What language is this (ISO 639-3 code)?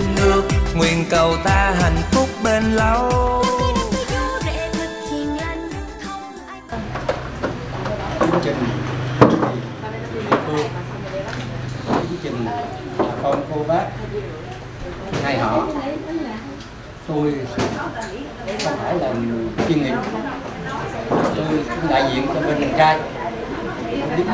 vie